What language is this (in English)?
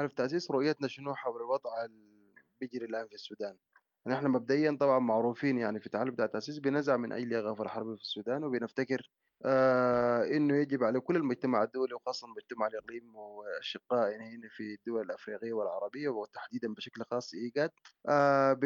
Sudanese Arabic